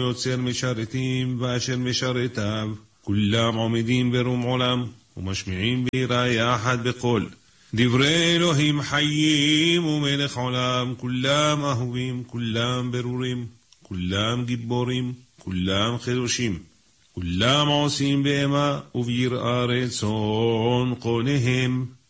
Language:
Hebrew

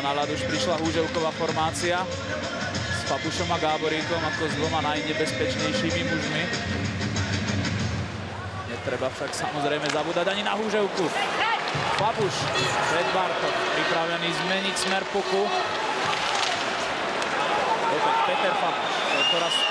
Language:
Slovak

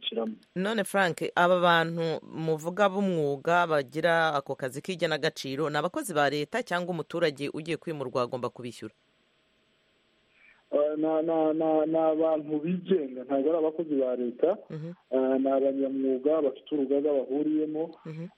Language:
Kinyarwanda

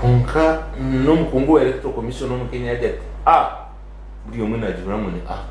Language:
Nyankole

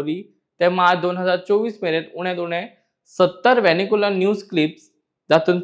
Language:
Konkani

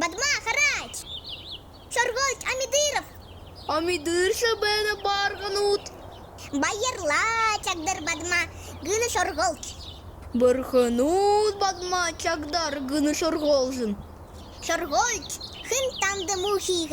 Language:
Buriat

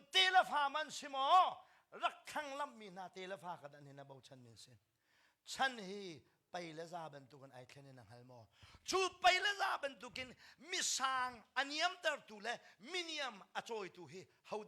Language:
Hakha Chin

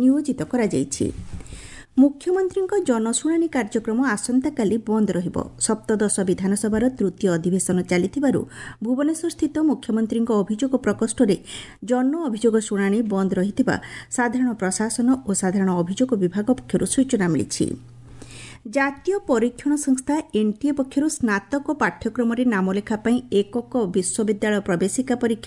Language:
Odia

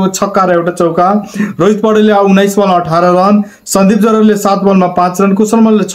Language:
Nepali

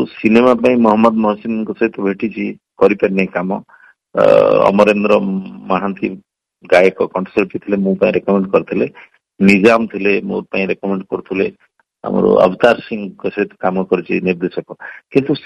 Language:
Odia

